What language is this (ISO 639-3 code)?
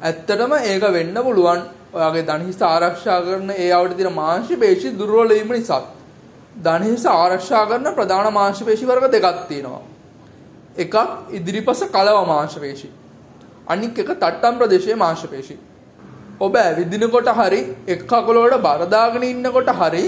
sin